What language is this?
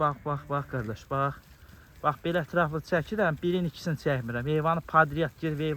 Azerbaijani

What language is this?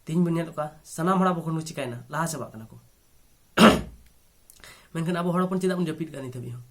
Santali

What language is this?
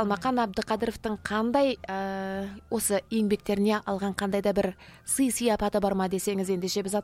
Kazakh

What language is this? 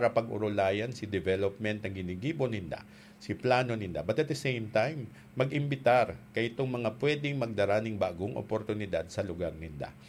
Bikol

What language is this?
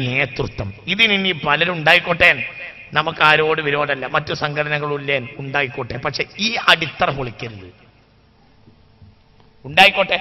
Malayalam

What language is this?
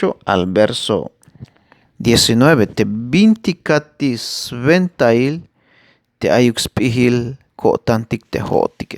Tzeltal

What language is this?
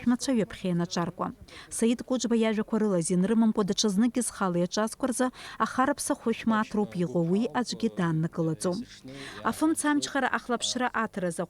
Abkhazian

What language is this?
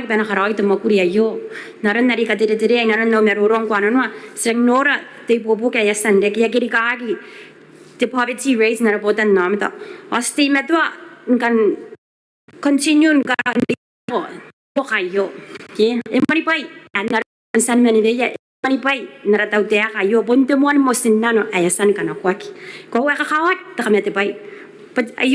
Gilbertese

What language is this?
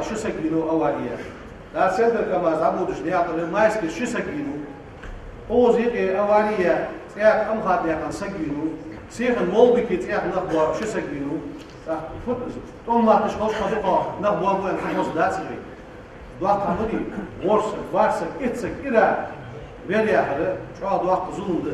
Ingush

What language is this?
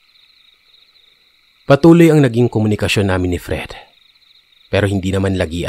Filipino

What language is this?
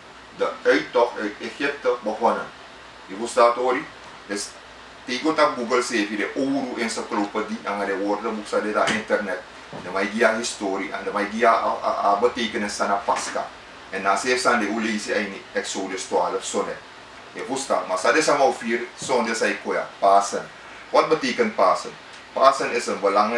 Sranan Tongo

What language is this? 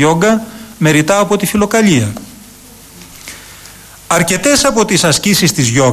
Greek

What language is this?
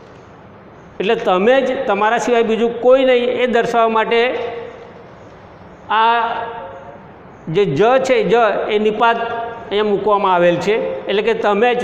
Gujarati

